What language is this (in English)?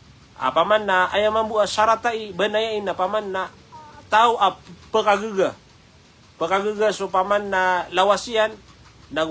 Maranao